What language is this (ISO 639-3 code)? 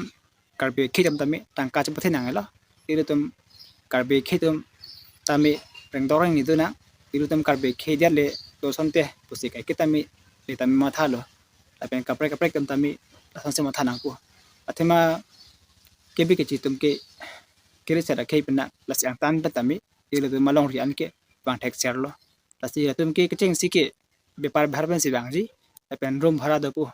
mjw